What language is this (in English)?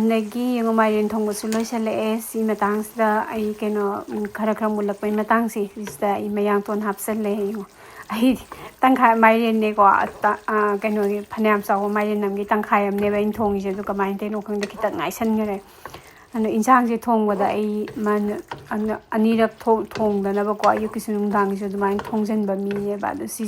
Manipuri